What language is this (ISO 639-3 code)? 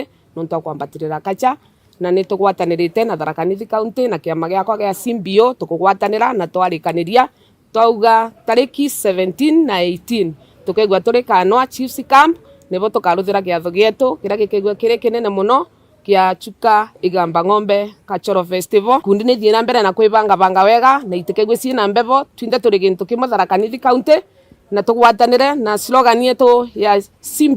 mer